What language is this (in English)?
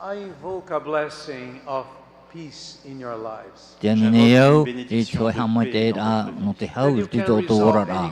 Tahitian